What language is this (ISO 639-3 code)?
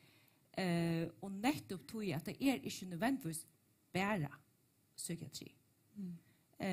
fao